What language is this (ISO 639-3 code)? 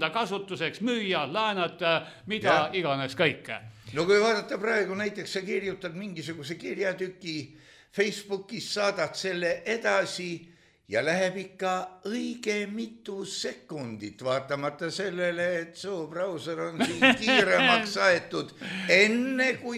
est